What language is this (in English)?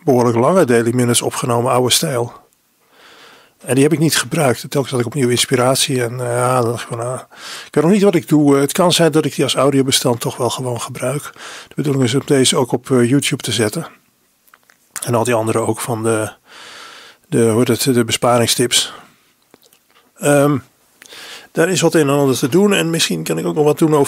Dutch